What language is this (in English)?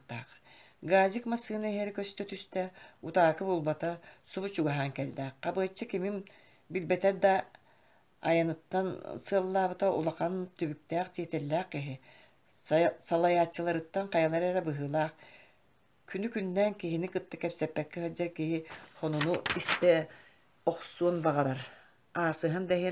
Yakut